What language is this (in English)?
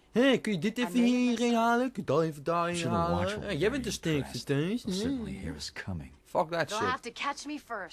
Dutch